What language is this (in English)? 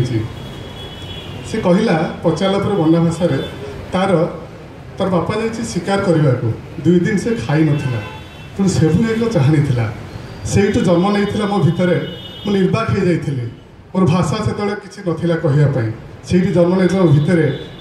Odia